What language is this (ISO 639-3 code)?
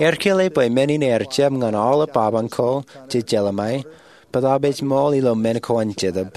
mah